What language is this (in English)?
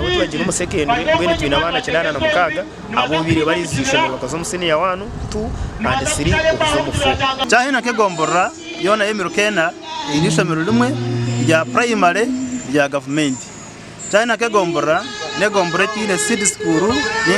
Nyankole